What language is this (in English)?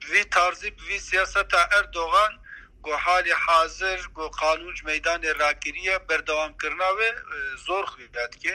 Kurdish